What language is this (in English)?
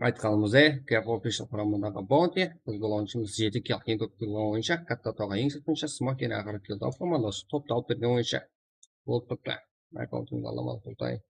Kara-Kalpak